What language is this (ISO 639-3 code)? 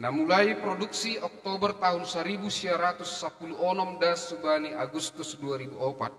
bts